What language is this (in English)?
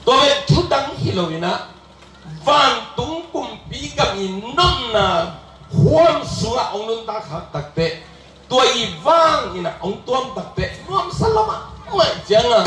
Tedim Chin